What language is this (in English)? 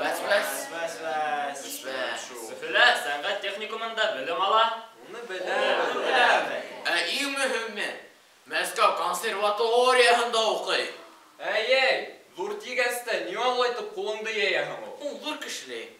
Bashkir